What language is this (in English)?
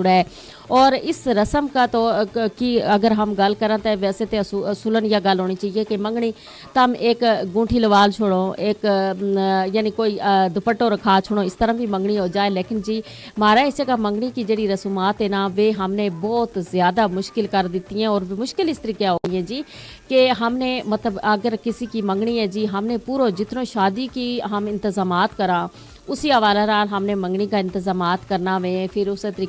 Gujari